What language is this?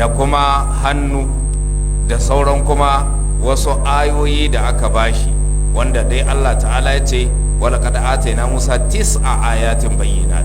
Hausa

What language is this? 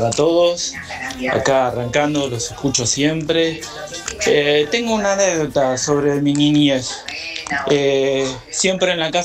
Spanish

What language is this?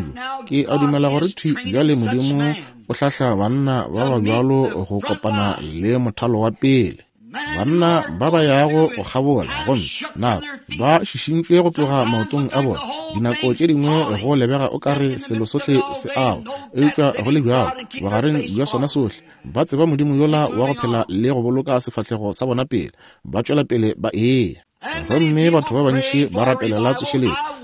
Northern Sotho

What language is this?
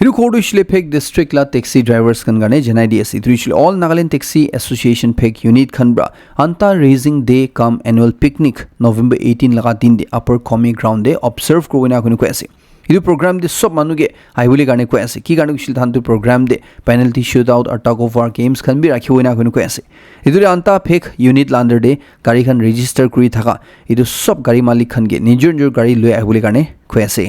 Naga Pidgin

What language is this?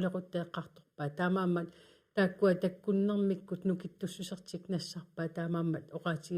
Kalaallisut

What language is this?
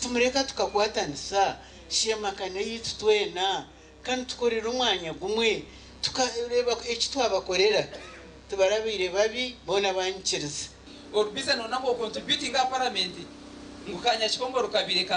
Nyankole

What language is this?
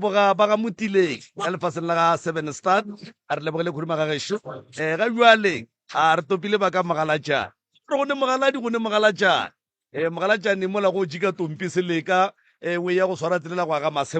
Northern Sotho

